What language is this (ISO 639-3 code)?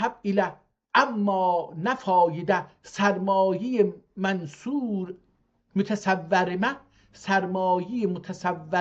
azb